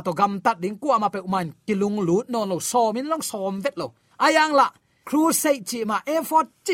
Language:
Tedim Chin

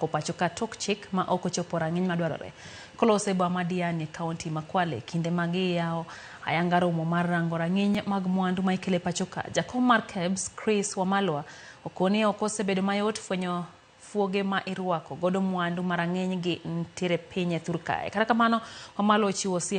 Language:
Luo (Kenya and Tanzania)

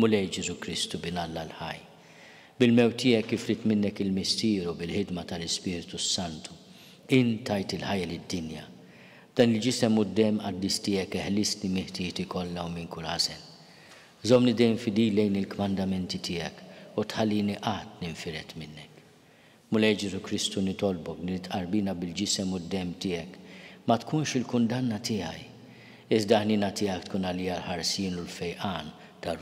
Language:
Maltese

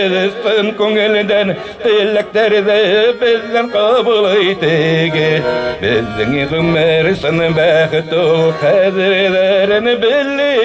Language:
Bashkir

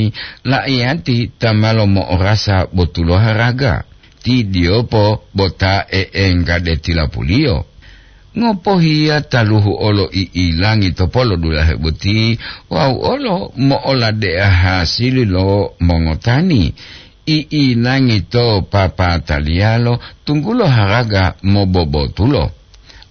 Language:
Gorontalo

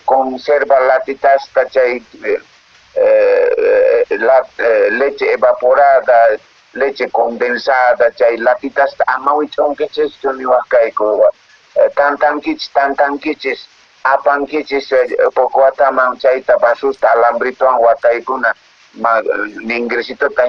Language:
Quechua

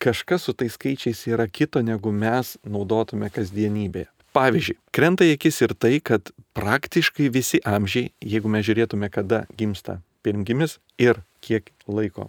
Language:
Lithuanian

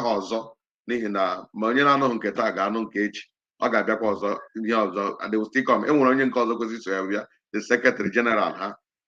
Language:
Igbo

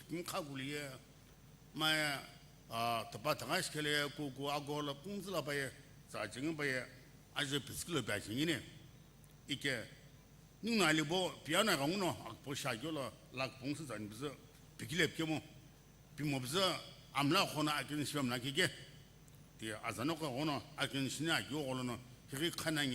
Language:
Sumi Naga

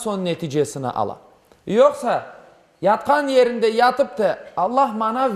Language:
Crimean Tatar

